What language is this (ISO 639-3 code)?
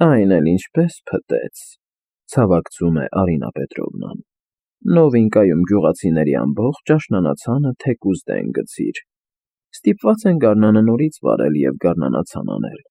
hye